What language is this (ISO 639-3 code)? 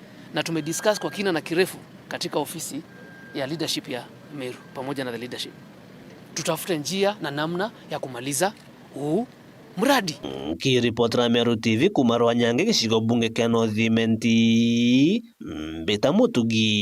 mer